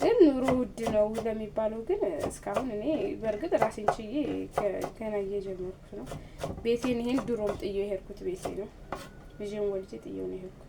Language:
Amharic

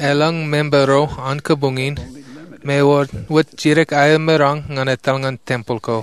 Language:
Marshallese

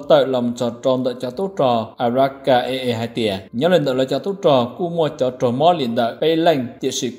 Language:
Hmong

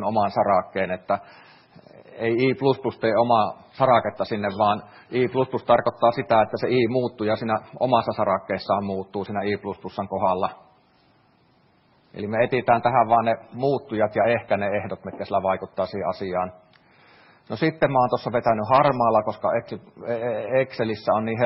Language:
Finnish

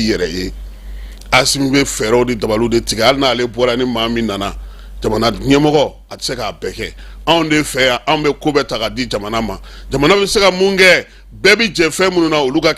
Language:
Bambara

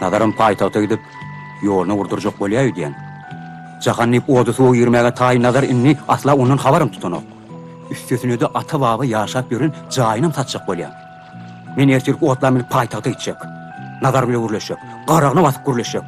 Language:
Turkmen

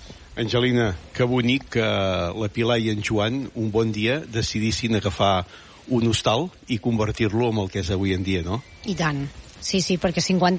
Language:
Catalan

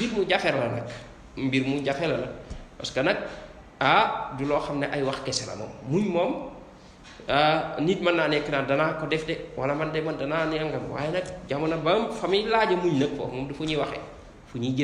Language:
Wolof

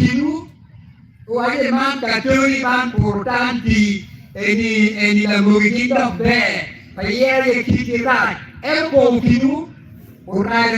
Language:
Acoli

